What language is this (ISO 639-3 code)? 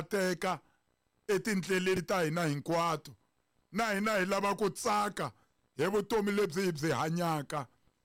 tso